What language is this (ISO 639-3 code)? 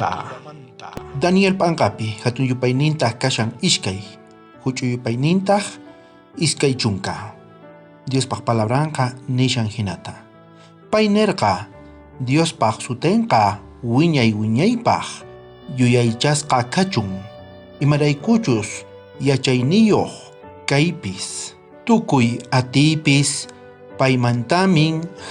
quh